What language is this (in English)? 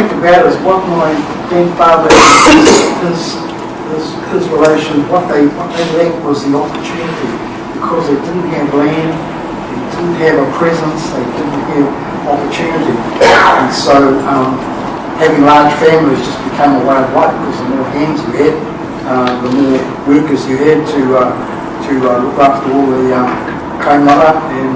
Māori